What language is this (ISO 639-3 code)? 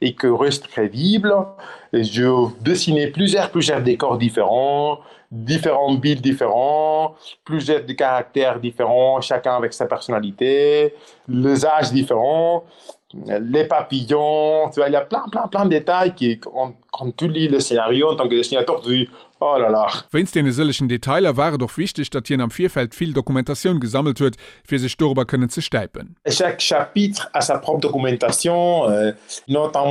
ltz